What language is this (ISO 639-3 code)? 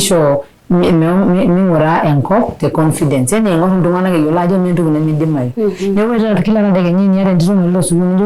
mas